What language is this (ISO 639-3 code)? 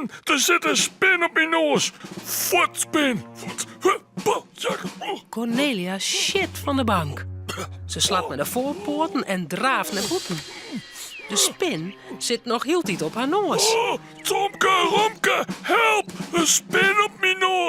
fry